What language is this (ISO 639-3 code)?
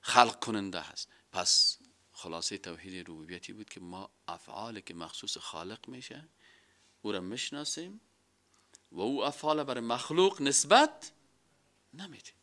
fas